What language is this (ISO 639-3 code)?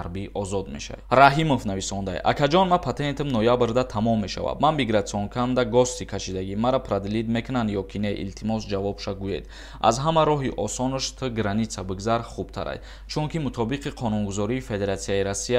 tgk